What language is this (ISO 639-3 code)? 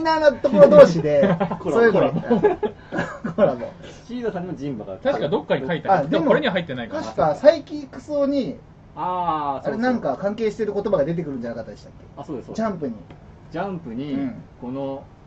jpn